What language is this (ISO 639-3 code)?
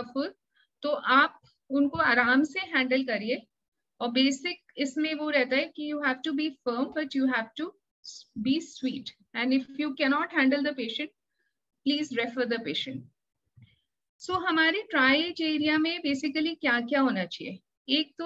hin